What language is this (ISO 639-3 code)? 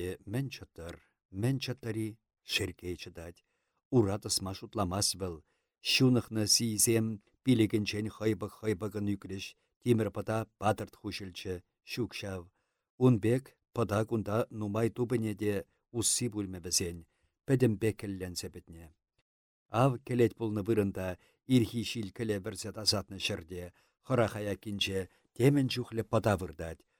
chv